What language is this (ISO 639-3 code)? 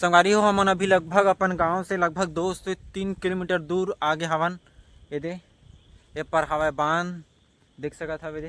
hne